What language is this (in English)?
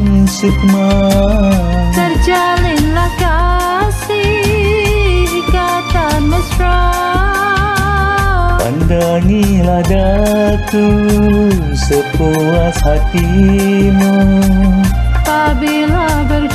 Malay